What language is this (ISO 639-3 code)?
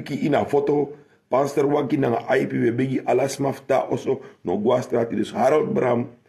srn